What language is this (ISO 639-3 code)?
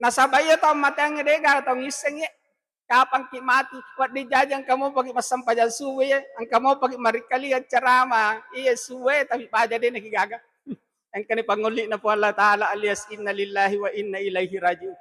bug